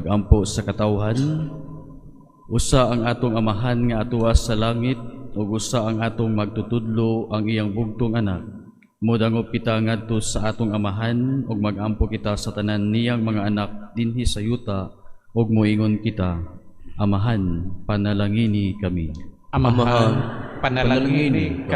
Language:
Cebuano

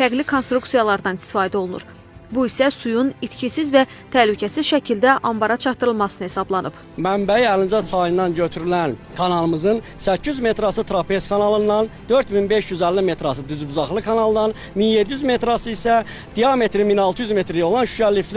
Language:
Azerbaijani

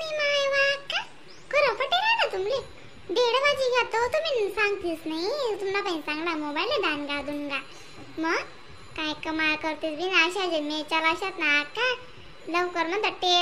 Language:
Khandesi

